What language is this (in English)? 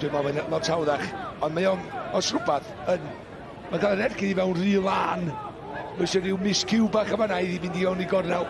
Welsh